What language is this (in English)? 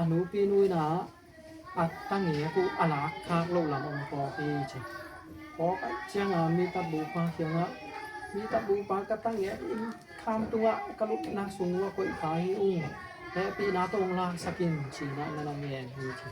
Tedim Chin